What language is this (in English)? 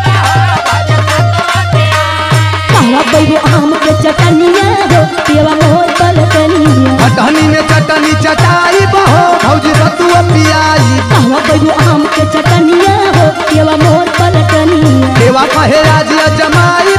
Bhojpuri